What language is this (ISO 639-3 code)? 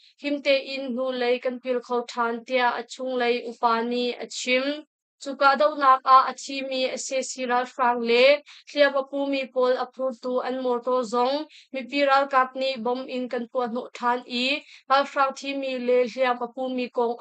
cnh